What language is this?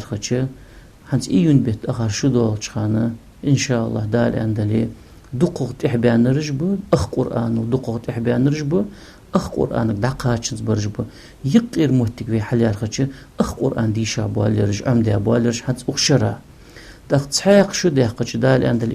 Ingush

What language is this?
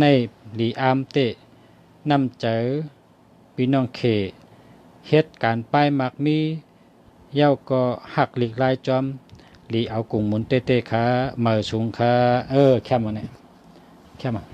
Shan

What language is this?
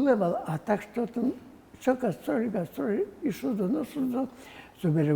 Udmurt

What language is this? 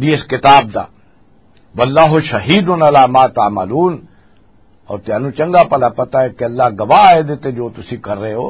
Western Panjabi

